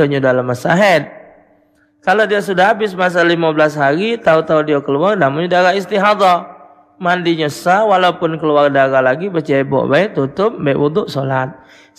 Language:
Musi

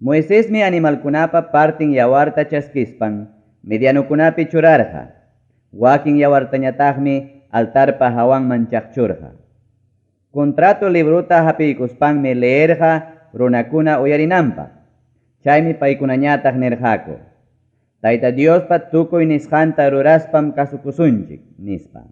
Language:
Ayacucho Quechua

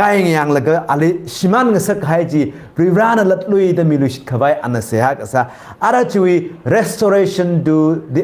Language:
Tangkhul Naga (India)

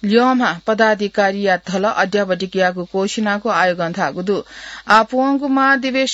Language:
Newari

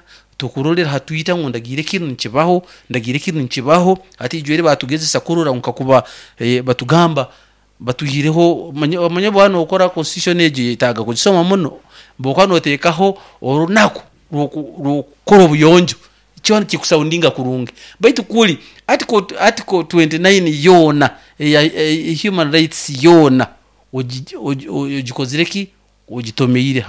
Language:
Nyoro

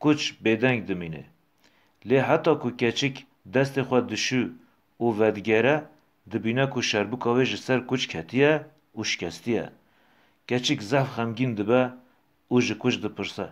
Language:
Kurdish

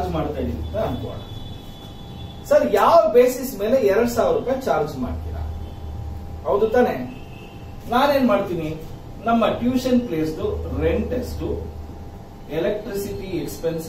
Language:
Kannada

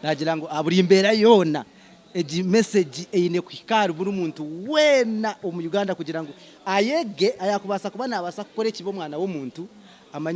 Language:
Nyankole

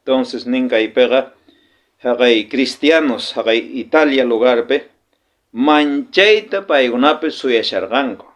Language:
South Bolivian Quechua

